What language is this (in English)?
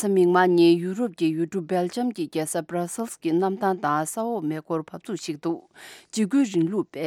Tibetan